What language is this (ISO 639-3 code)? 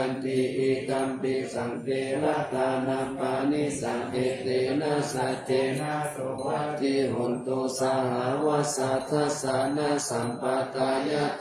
pli